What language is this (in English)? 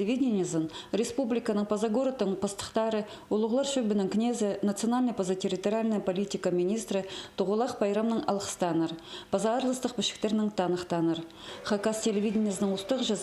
Khakas